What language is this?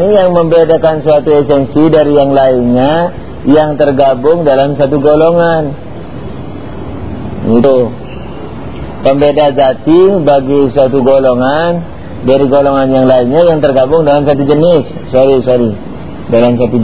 Indonesian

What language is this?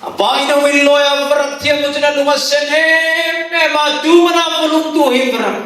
Hmar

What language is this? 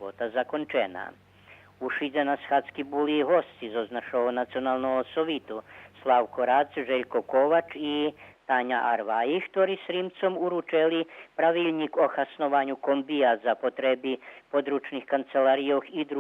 Rusyn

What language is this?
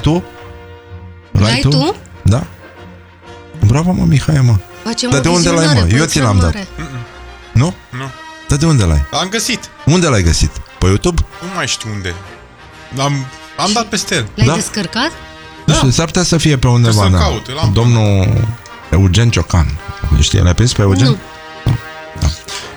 Romanian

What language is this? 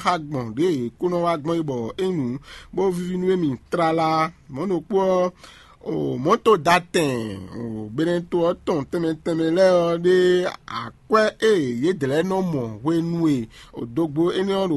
Fon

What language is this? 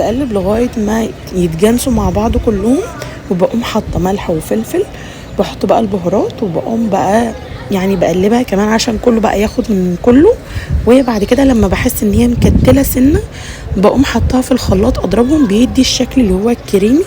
Egyptian Arabic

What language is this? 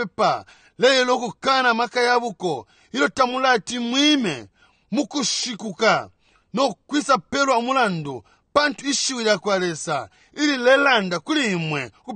Bemba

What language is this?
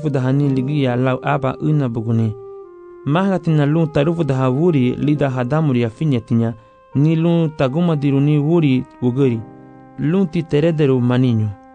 Garifuna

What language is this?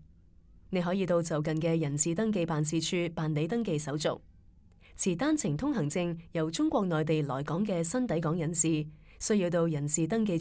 Cantonese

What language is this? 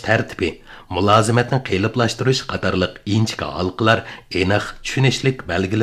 Uyghur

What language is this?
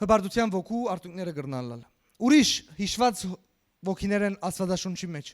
Western Armenian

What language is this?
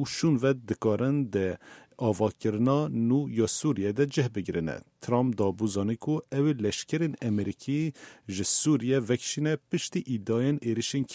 Kurdish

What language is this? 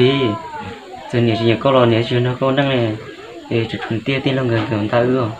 Hmong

